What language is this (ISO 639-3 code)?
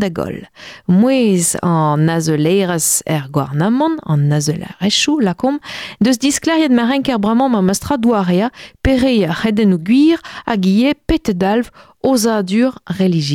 bre